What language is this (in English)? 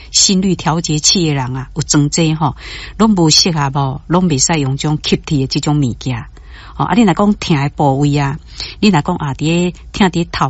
Min Nan Chinese